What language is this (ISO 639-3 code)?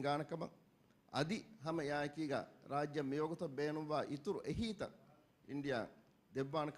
div